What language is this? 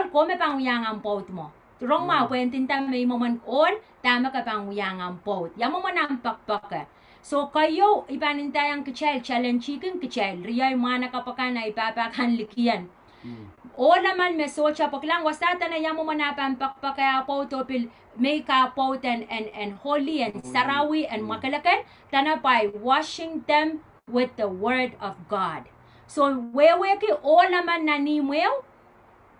Pohnpeian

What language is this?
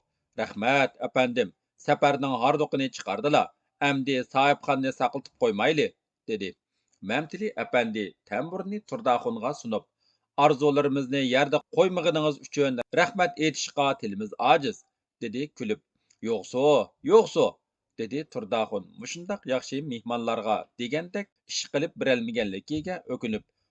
Uyghur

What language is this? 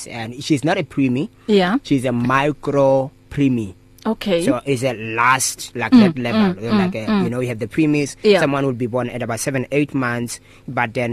English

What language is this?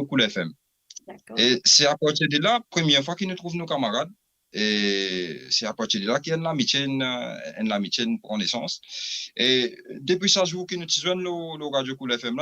Morisyen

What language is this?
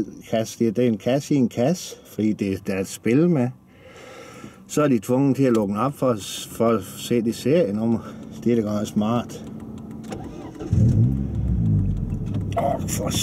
Danish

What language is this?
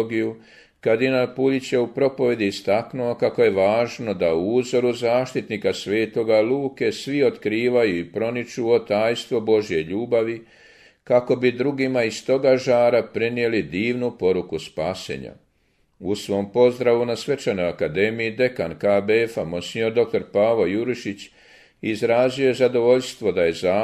Croatian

